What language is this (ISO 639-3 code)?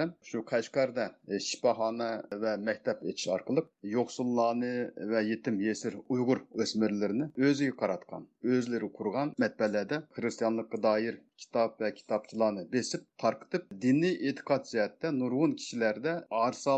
uig